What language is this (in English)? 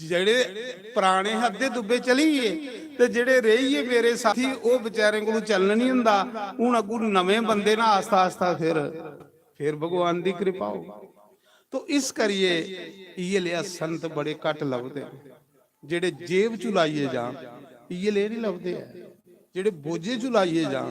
Dogri